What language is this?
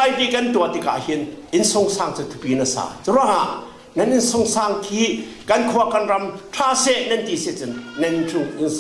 Falam Chin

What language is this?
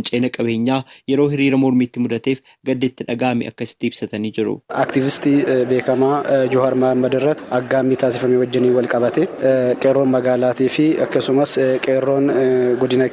Oromo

